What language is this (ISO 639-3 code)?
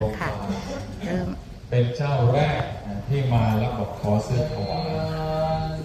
pli